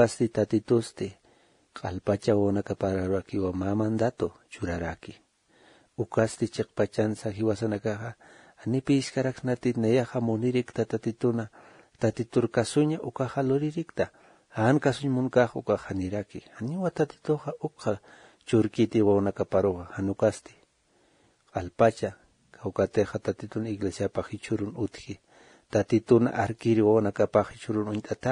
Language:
Aymara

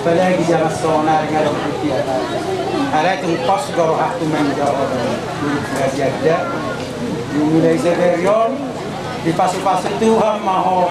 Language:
Batak Toba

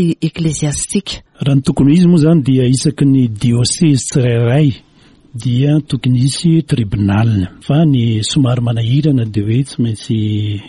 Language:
Malagasy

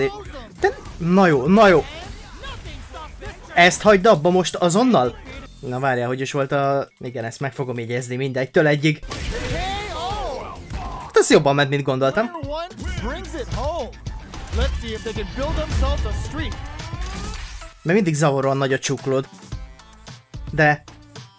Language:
Hungarian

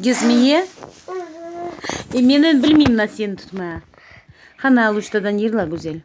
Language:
Crimean Tatar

